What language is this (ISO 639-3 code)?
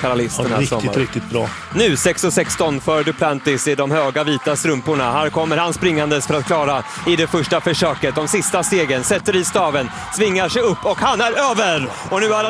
swe